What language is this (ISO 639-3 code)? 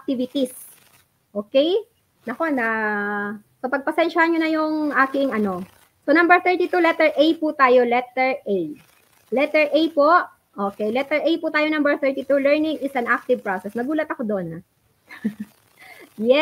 fil